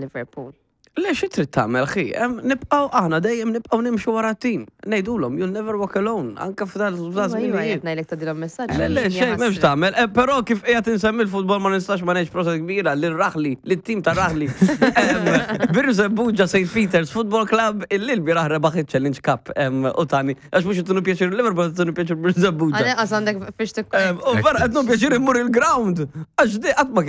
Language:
Maltese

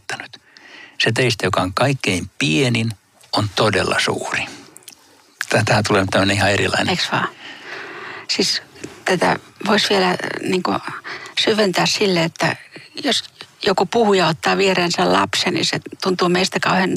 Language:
Finnish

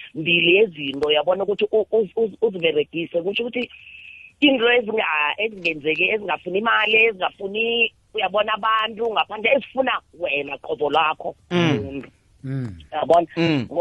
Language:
South Ndebele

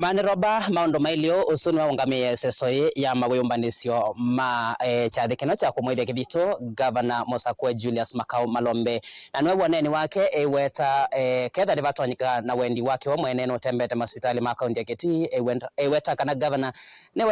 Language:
Kamba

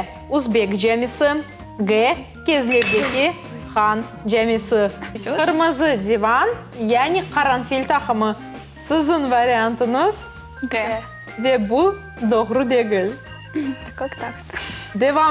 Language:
Crimean Tatar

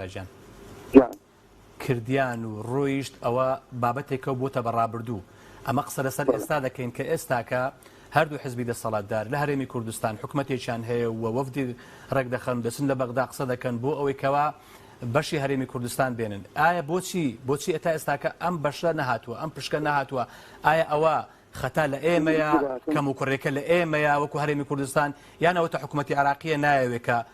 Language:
Central Kurdish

